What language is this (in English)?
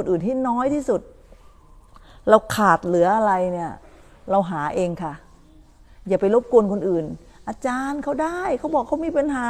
Thai